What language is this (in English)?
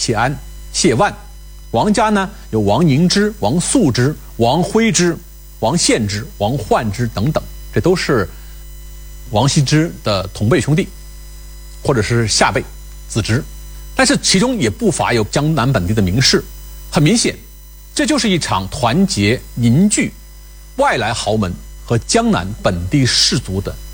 Chinese